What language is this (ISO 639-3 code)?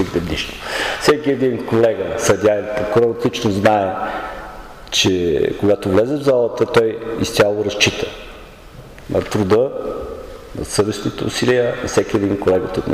bul